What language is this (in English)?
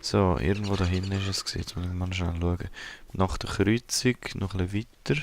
Swiss German